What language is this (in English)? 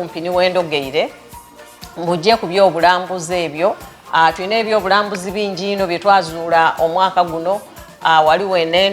Soga